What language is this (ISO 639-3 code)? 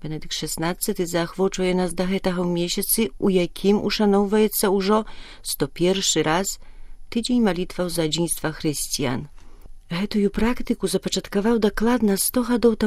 bel